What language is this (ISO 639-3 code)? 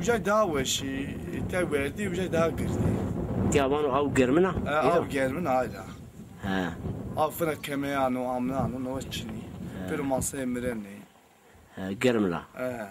zza